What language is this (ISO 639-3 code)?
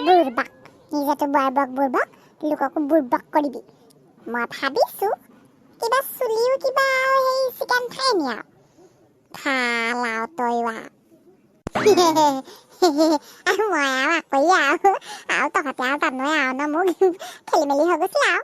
asm